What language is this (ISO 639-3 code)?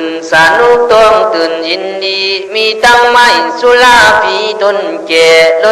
kkh